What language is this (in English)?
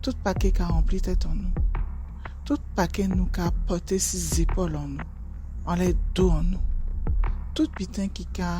Guadeloupean Creole French